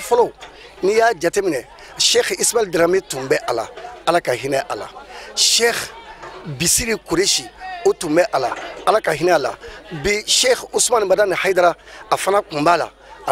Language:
Bambara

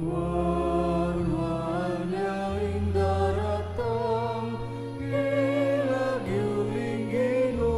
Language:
Pampanga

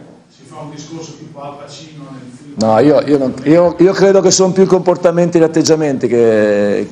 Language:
Italian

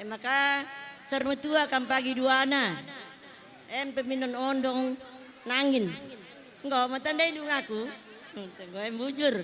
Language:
Batak Karo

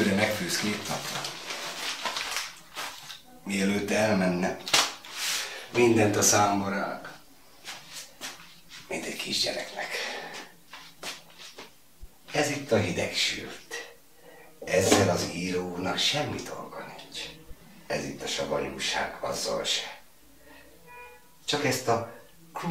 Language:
Hungarian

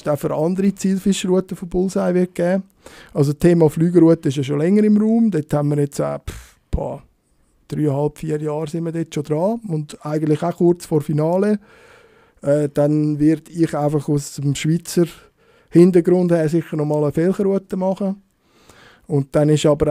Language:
Swiss German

